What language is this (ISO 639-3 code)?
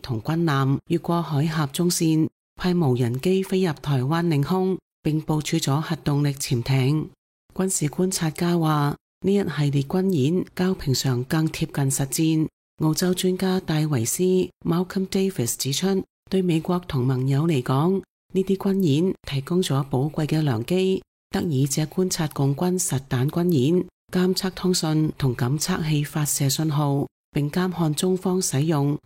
yue